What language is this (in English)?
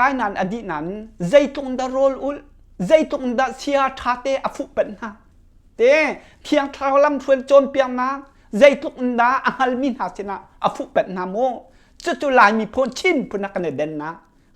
Hakha Chin